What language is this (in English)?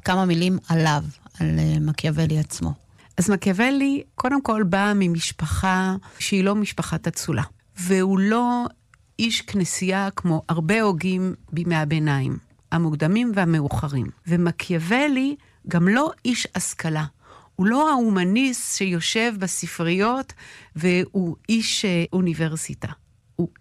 Hebrew